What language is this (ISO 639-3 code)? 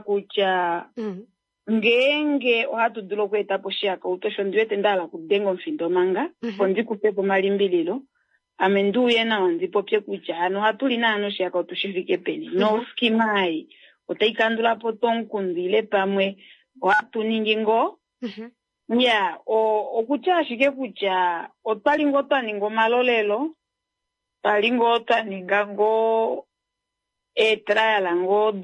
kua